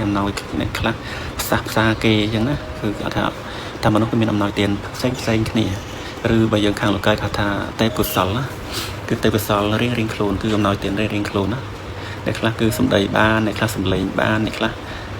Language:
Khmer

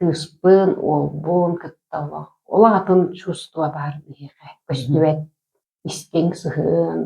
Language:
Yakut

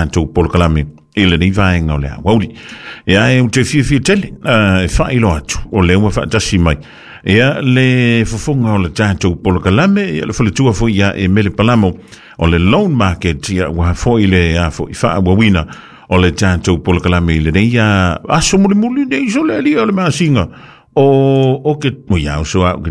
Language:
Samoan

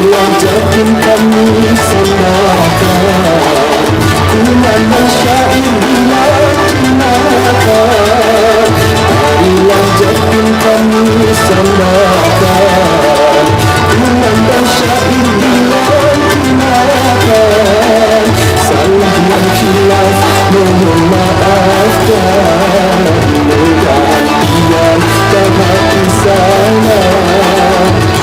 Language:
Banjar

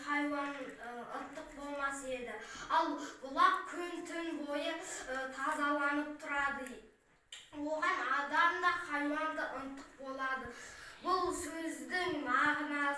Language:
Kazakh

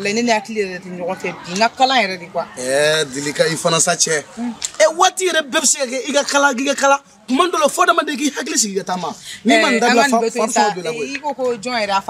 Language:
Bambara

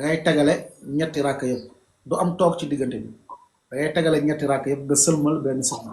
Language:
Wolof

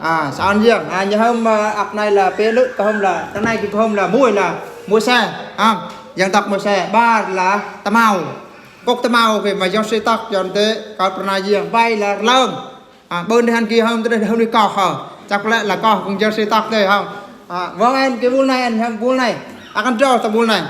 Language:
Eastern Bru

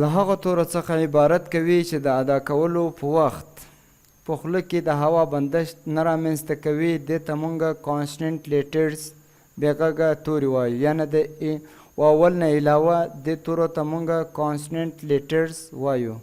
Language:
Pashto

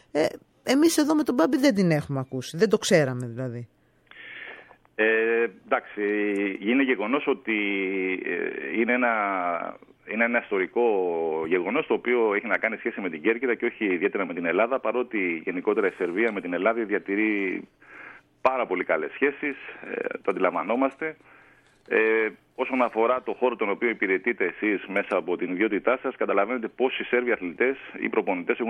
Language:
Greek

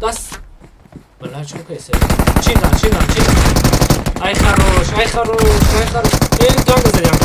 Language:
Tajik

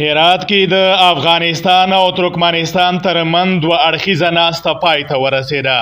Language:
Pashto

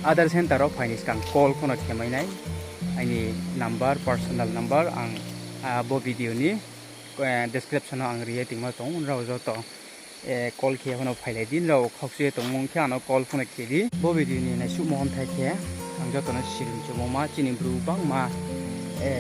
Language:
Riang (India)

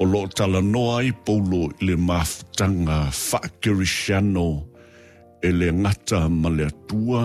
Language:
Samoan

